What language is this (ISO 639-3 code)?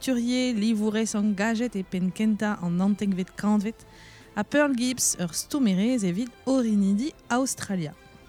bre